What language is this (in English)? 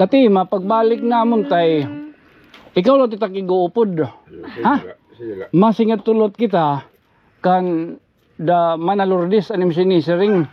Waray